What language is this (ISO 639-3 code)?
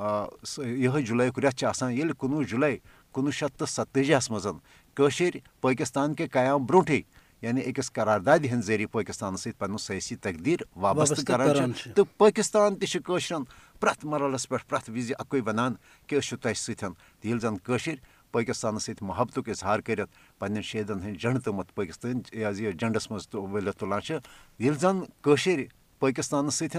kas